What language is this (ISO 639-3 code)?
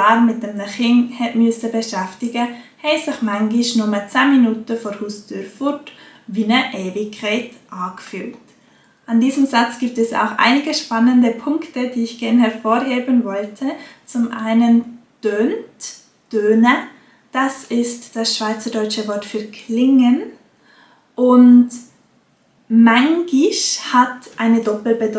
gsw